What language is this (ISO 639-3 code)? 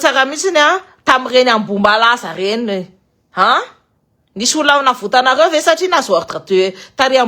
mlg